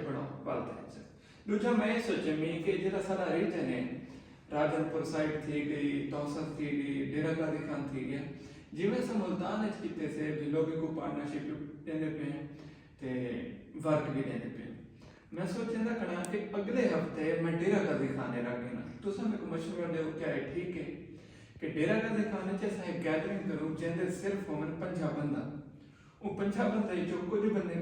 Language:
Saraiki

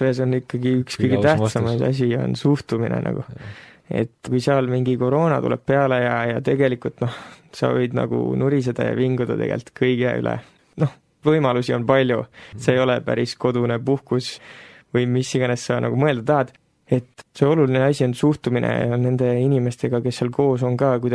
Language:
Estonian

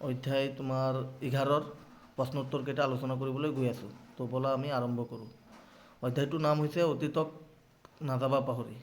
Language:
Assamese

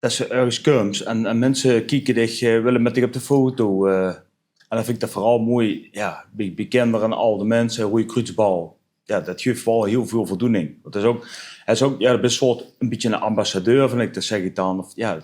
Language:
Limburgish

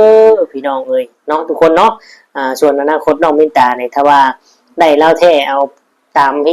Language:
Lao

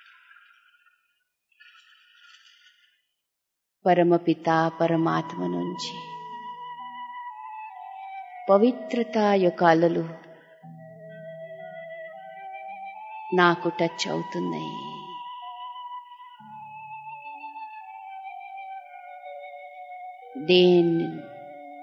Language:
Telugu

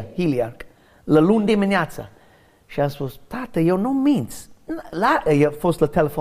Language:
Romanian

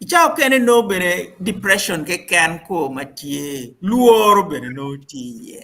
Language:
Acoli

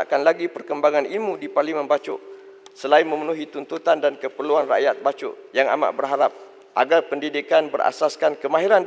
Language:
Malay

